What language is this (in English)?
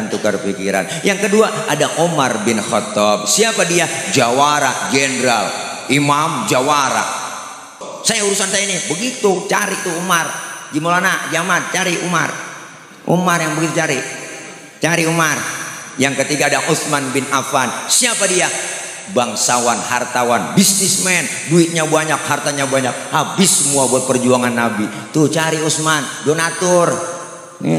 Betawi